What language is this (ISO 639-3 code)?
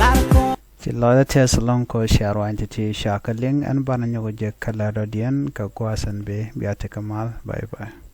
nus